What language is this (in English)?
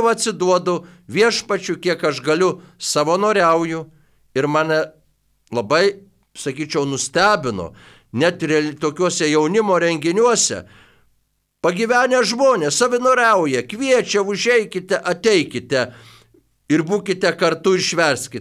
Lithuanian